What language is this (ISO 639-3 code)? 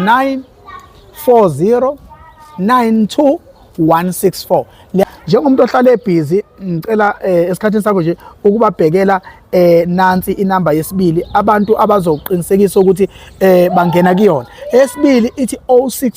zul